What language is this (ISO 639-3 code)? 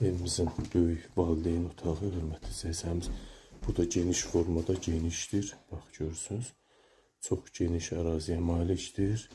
aze